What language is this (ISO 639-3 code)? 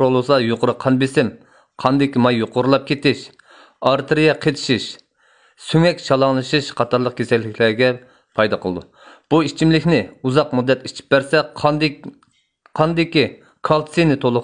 uig